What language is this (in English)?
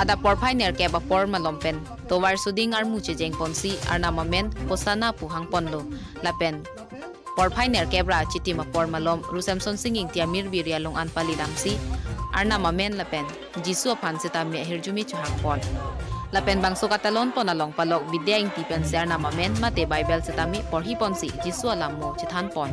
Karbi